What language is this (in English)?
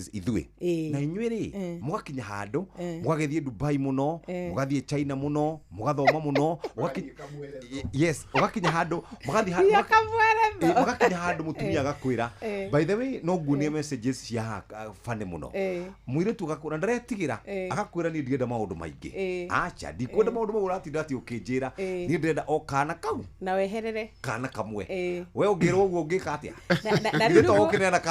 Kikuyu